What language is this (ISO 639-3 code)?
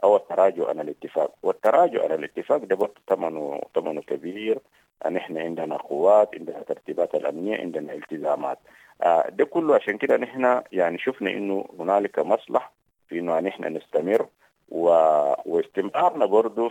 apd